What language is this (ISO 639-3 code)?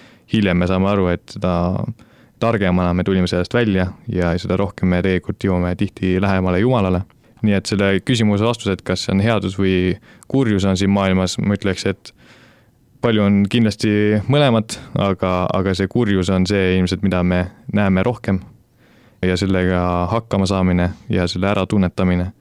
est